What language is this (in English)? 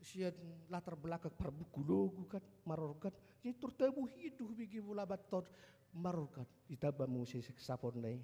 Batak Toba